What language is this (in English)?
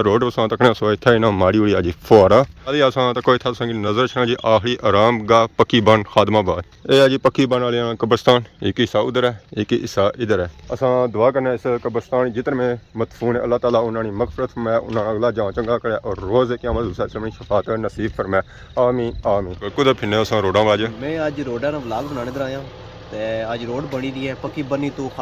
Pahari-Potwari